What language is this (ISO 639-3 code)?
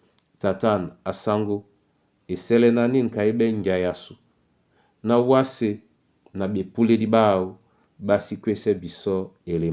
dua